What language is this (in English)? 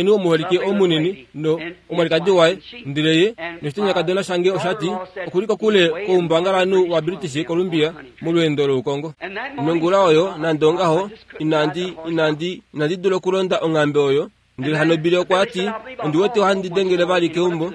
Kuanyama